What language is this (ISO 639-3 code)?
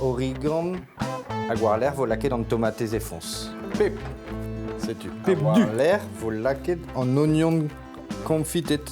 bre